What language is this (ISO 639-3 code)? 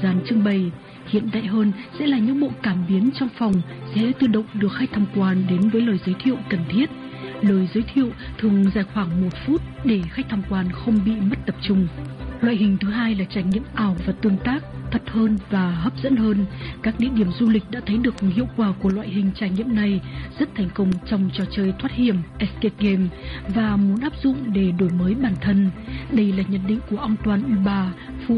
vie